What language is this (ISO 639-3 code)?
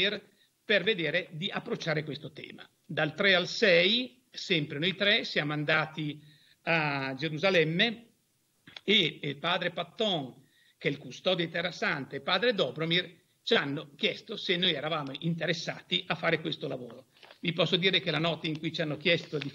ita